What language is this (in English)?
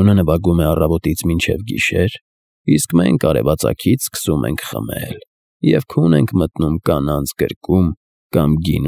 Armenian